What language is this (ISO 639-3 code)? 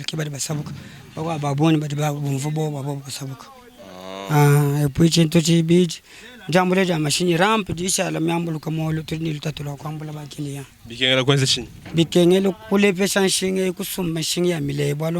lua